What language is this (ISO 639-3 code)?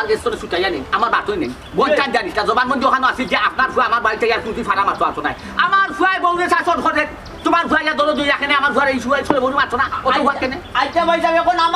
syl